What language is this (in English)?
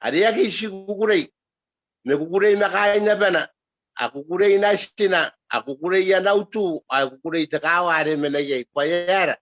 Gilbertese